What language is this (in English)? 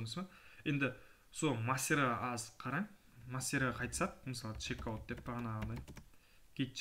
Kara-Kalpak